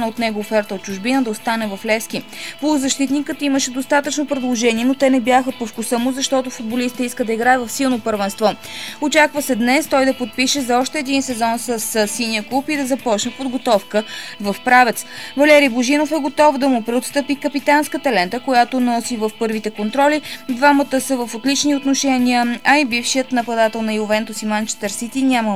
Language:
Bulgarian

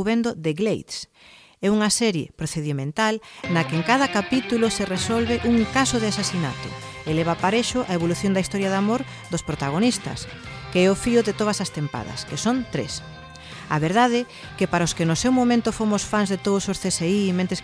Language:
Galician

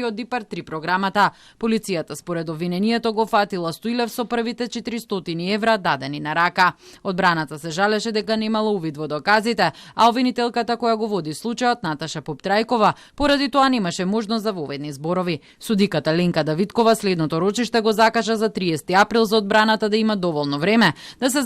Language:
Macedonian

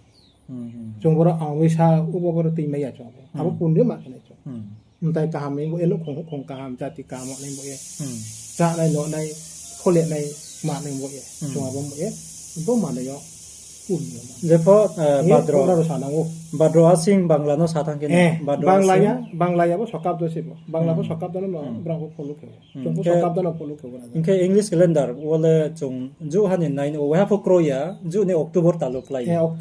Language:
Riang (India)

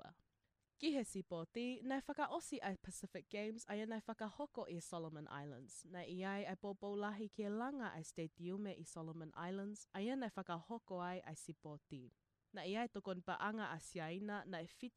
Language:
Tongan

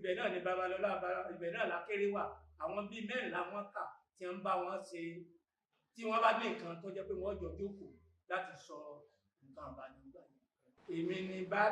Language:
Yoruba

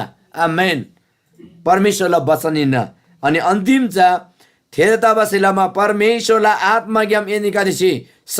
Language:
Eastern Tamang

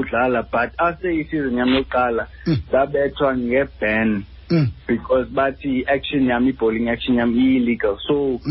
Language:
Xhosa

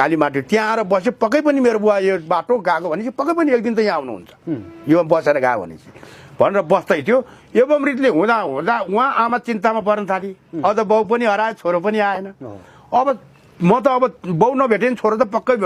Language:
Nepali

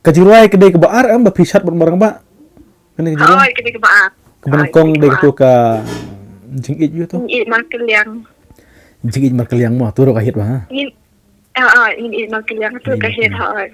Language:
Khasi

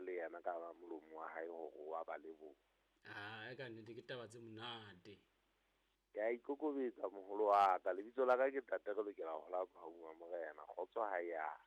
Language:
Southern Sotho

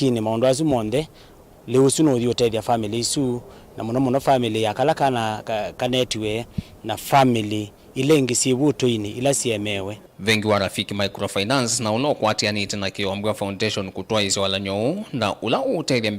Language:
Kamba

